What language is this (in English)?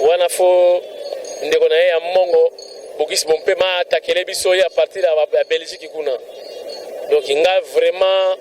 Lingala